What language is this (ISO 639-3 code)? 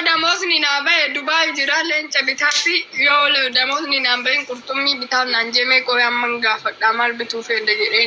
orm